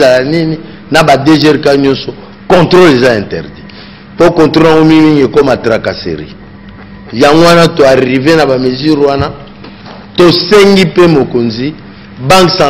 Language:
Lingala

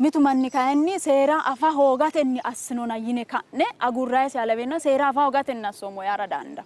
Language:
Sidamo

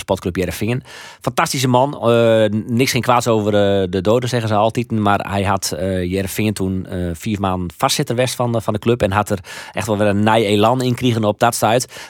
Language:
Western Frisian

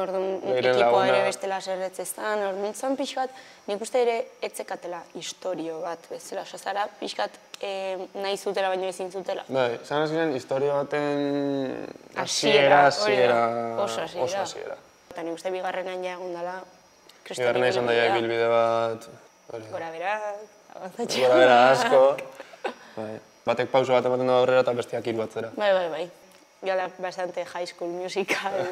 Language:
Basque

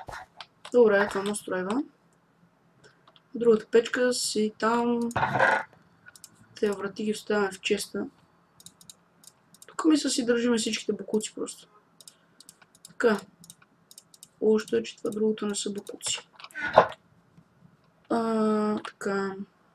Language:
Bulgarian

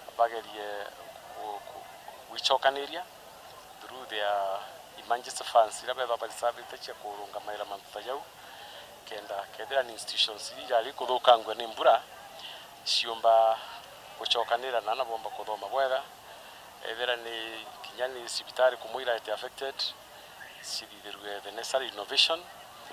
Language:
Meru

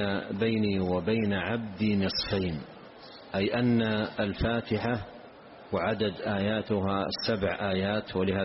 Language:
Arabic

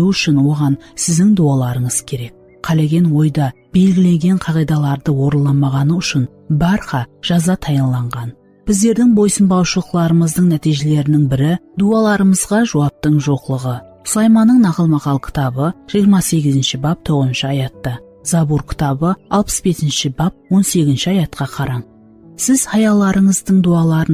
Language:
Kara-Kalpak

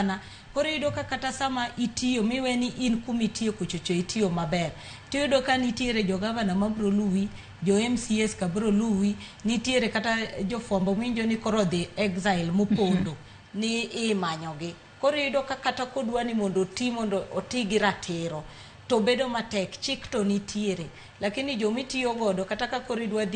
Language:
Luo (Kenya and Tanzania)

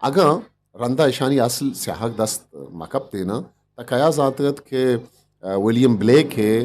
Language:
Eastern Balochi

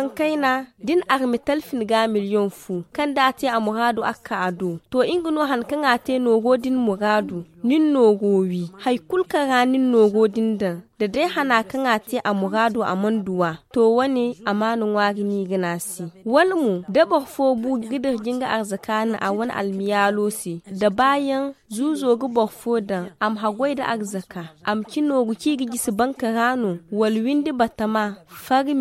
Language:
Zarma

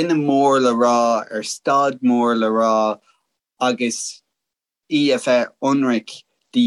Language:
Irish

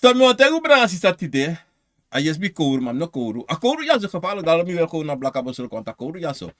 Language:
Sranan Tongo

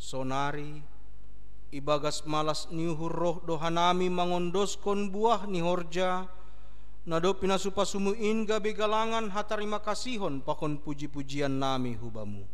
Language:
Batak Simalungun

